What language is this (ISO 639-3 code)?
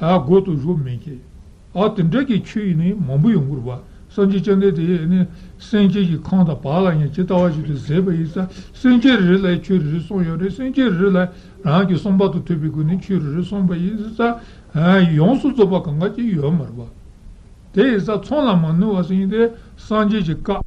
bod